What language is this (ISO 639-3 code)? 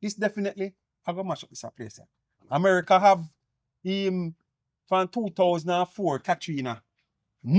jam